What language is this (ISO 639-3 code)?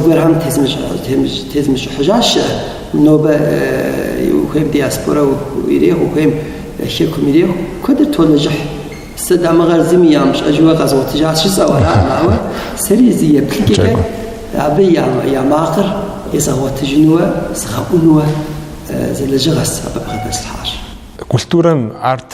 kbd